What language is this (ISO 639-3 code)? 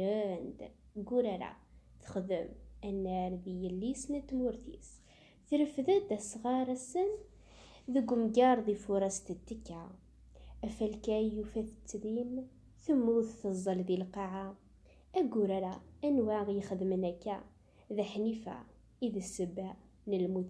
kab